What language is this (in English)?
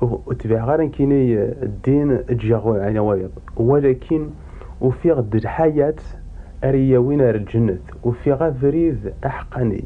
Kabyle